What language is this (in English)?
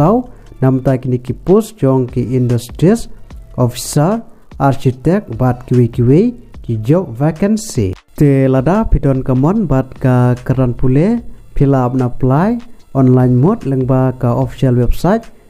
Khasi